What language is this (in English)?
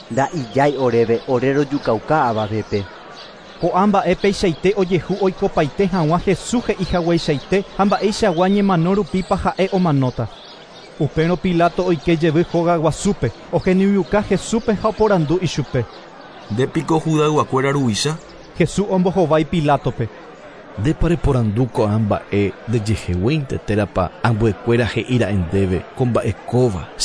Guarani